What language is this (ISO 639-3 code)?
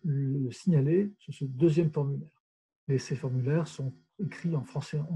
fra